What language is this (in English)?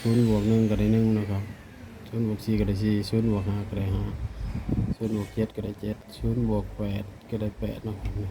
Northeastern Thai